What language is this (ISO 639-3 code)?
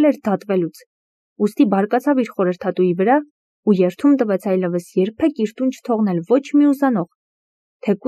hye